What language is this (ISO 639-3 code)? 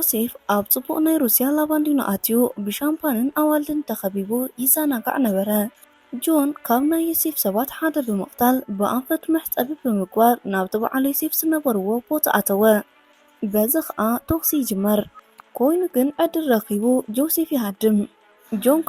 tir